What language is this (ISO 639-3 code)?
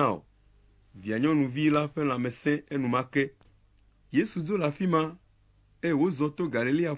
ewe